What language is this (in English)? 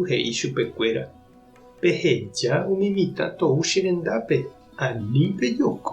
Guarani